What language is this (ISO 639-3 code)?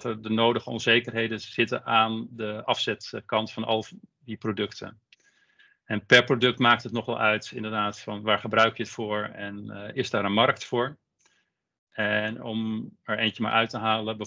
nld